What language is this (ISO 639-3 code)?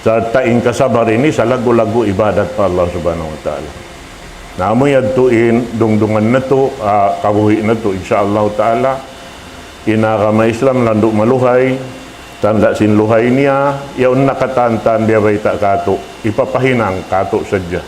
tsg